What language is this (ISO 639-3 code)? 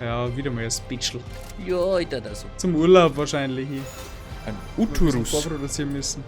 bar